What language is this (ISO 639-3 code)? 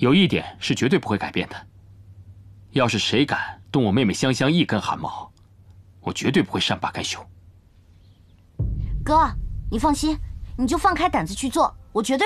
zho